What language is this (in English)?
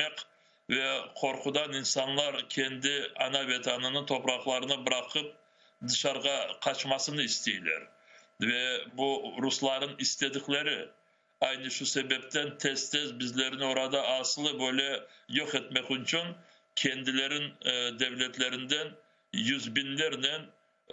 Crimean Tatar